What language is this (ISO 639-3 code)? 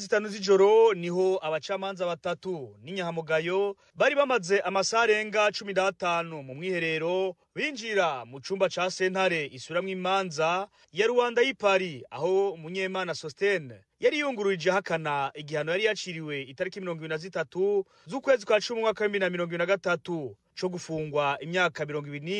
run